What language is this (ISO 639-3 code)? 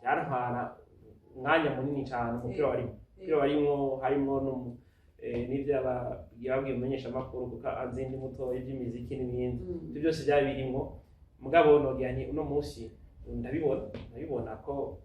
run